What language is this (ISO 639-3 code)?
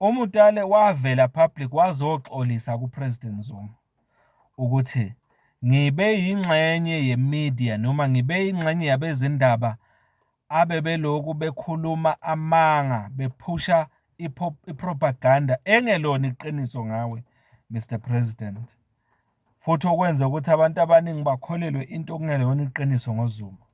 zul